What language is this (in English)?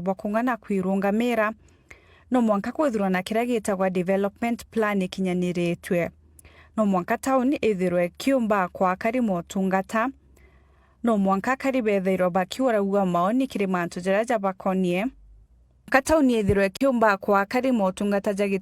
Meru